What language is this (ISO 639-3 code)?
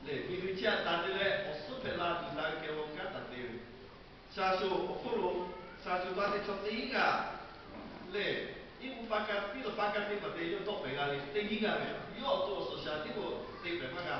lhu